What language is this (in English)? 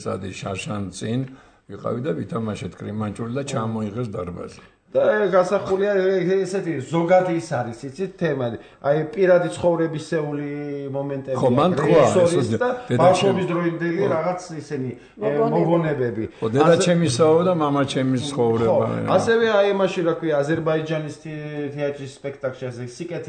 Georgian